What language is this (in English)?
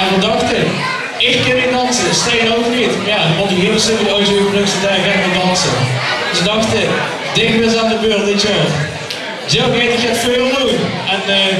Limburgish